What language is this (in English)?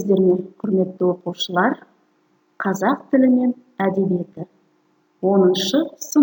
Kazakh